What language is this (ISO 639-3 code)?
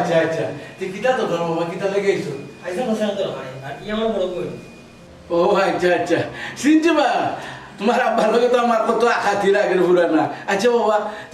syl